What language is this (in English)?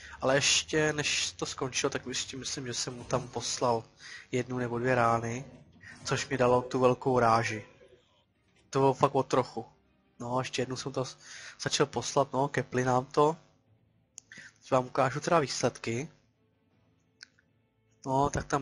Czech